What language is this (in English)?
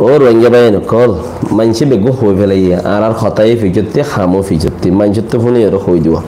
Rohingya